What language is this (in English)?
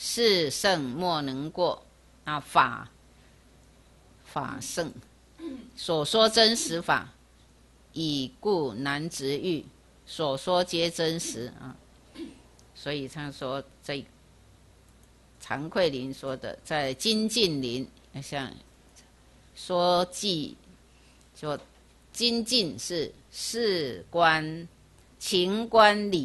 Chinese